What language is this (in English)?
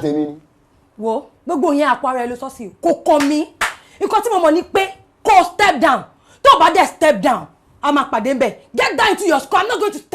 Yoruba